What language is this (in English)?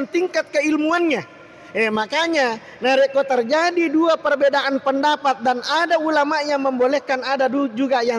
Buginese